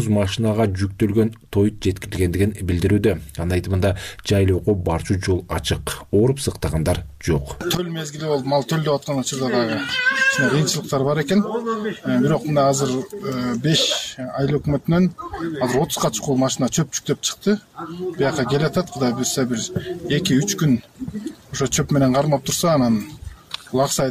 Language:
Kyrgyz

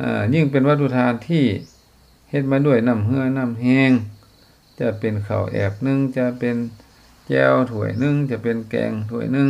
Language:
Lao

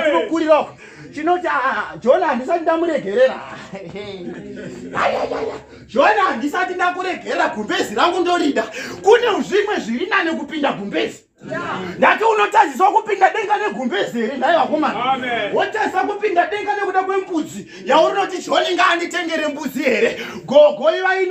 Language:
Shona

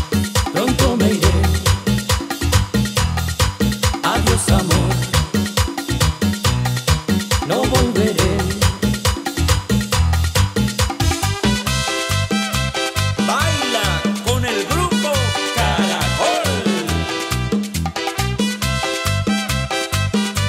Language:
Spanish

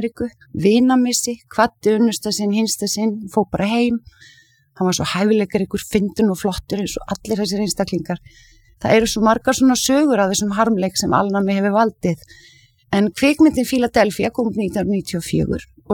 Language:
Icelandic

